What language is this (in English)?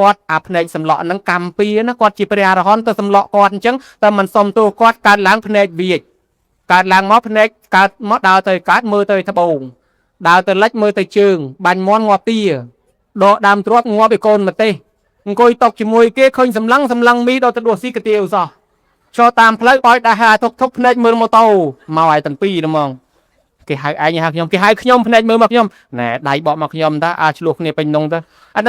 Khmer